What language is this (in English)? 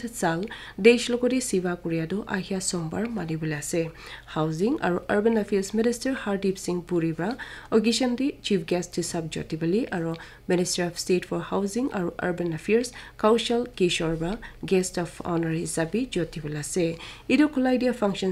Naga Pidgin